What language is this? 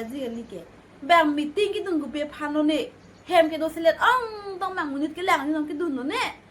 Karbi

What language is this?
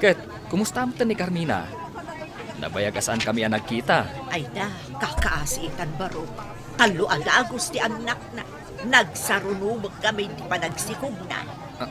Iloko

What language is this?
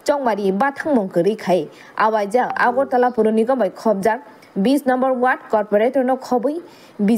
Kok Borok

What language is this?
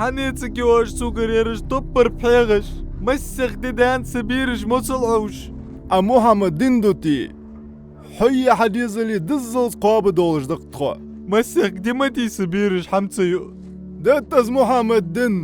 Ingush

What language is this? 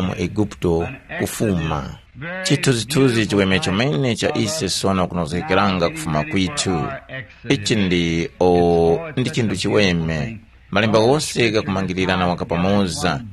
Tumbuka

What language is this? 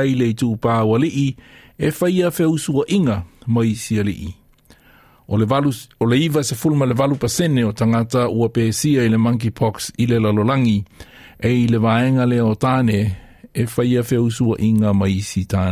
Samoan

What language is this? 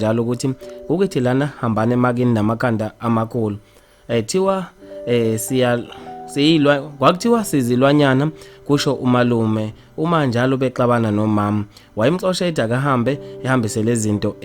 Zulu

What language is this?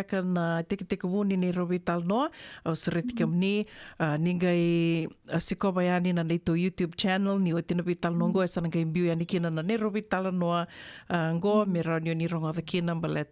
Fijian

